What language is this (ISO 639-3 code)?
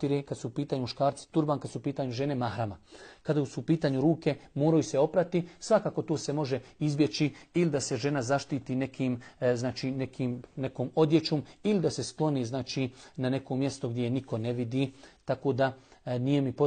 bos